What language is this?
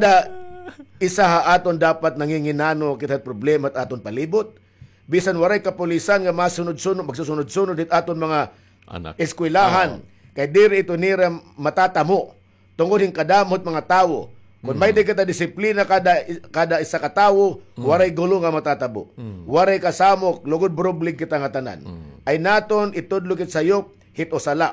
Waray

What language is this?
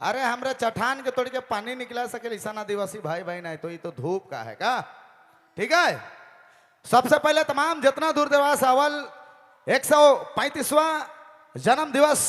Sadri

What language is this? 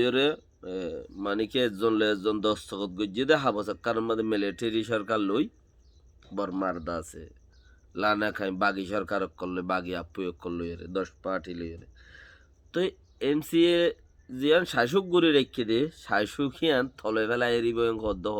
Rohingya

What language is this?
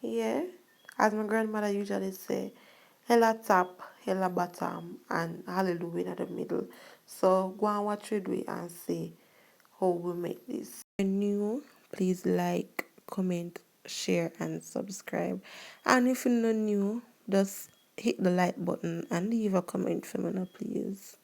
Jamaican Creole English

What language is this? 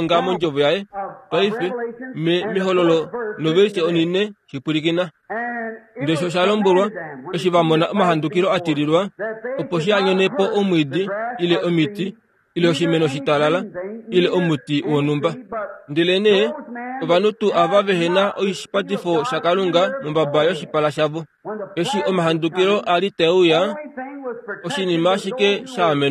Kuanyama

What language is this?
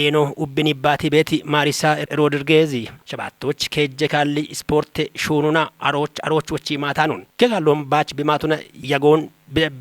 Kafa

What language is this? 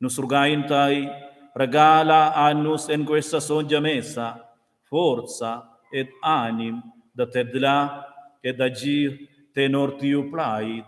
Romansh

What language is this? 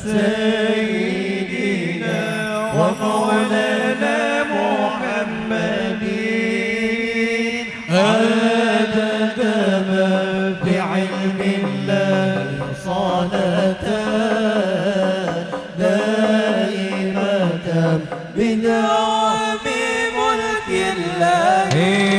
Banjar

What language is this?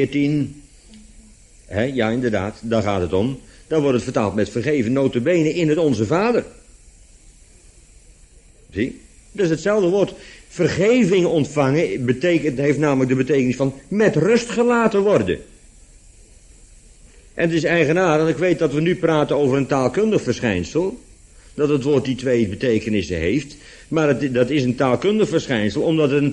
Dutch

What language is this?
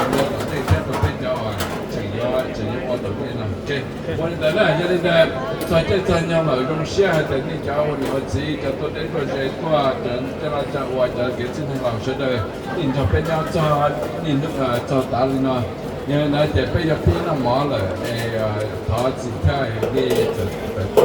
Hmong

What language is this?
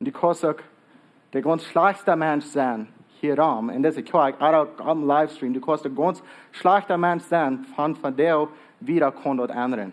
Plautdietsch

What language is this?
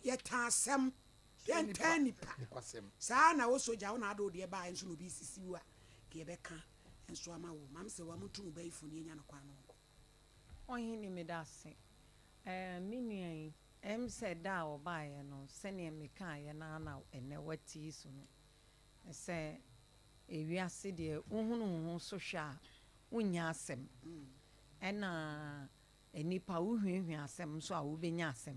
Akan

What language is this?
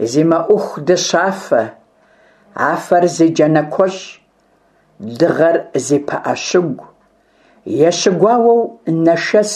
Kabardian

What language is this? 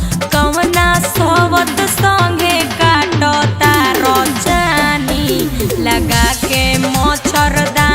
Magahi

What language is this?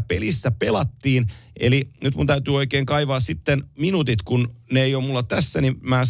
Finnish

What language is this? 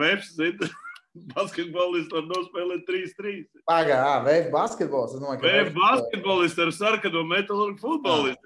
Latvian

